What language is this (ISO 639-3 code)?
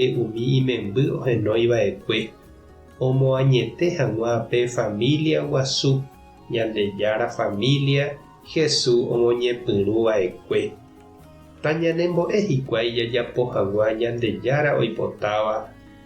grn